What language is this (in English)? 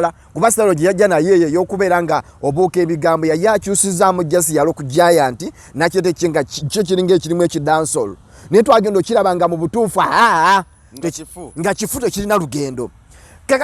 Ganda